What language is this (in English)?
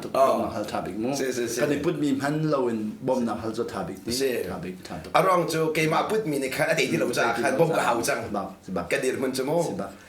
Hakha Chin